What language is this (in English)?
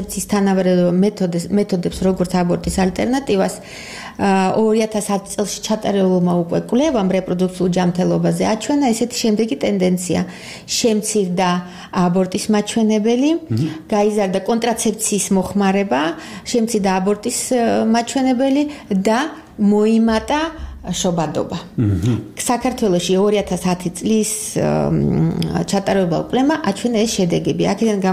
Georgian